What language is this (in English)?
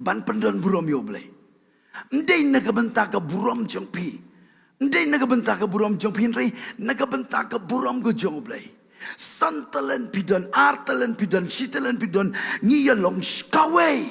Khasi